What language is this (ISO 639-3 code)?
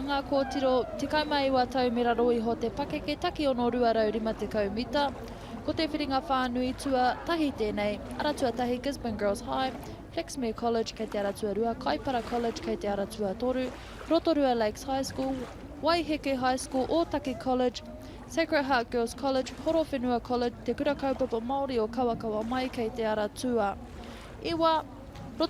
mri